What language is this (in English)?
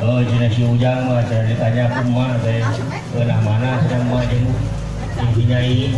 Sundanese